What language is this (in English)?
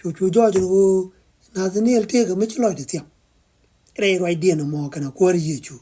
Nuer